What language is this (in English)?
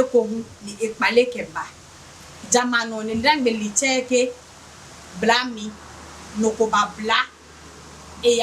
Adangme